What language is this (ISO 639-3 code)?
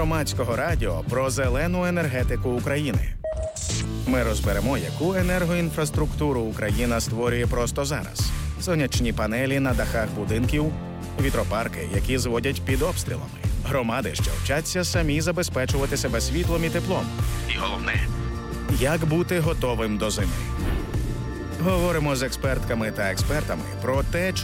ukr